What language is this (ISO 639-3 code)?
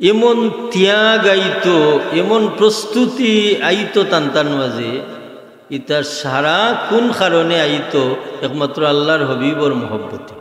syl